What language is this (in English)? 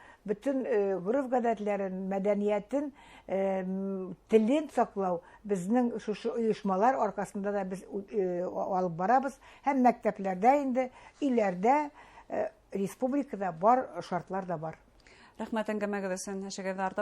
Bashkir